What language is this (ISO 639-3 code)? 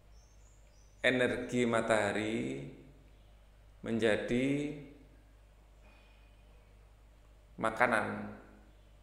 ind